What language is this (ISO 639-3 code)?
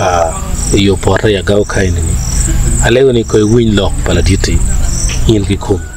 ach